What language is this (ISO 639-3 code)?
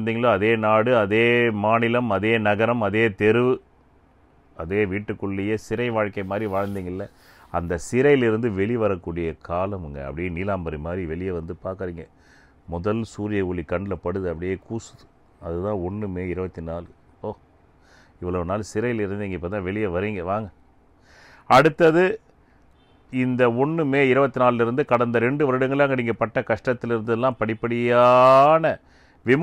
tam